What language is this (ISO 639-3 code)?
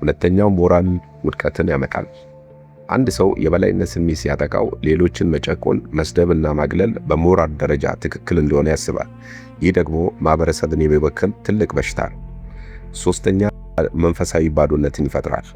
amh